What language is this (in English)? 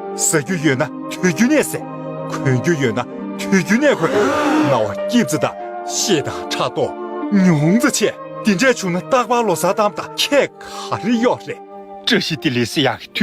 Tibetan